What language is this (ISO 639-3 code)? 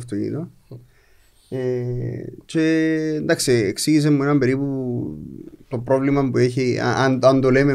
ell